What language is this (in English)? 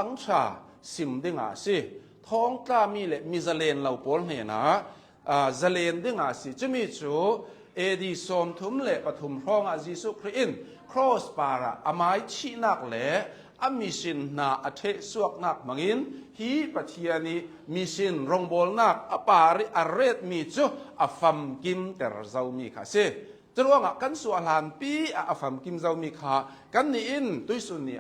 Hakha Chin